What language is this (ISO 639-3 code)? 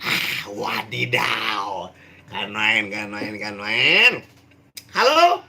bew